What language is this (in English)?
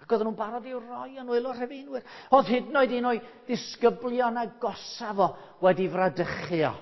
Welsh